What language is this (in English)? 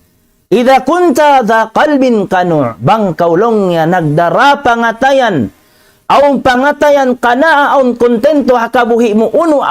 Tausug